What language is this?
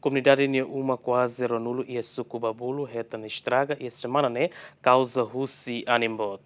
Tetum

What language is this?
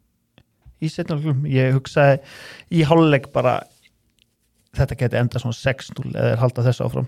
Icelandic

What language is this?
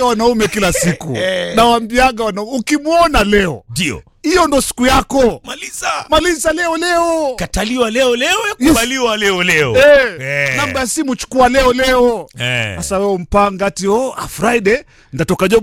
Swahili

